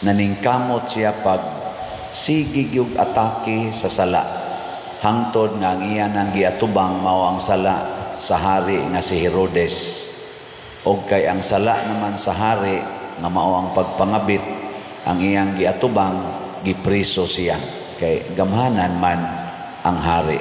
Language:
Cebuano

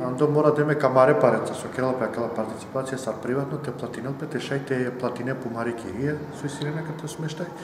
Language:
Macedonian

